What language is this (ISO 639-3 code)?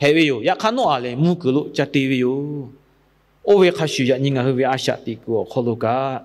lhu